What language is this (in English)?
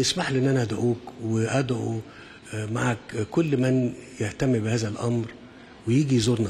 Egyptian Arabic